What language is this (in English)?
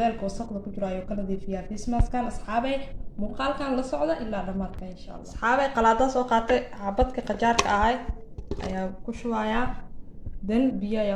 Somali